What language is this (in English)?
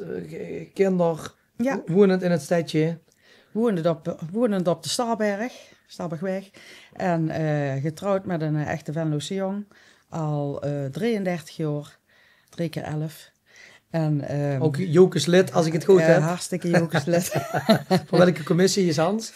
Limburgish